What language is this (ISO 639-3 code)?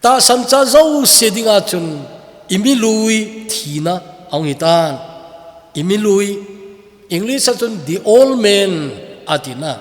tcz